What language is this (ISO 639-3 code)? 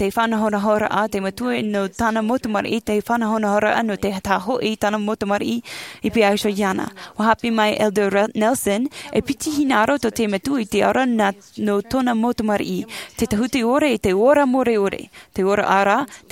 tah